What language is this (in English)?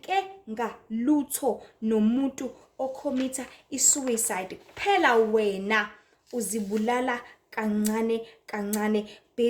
Zulu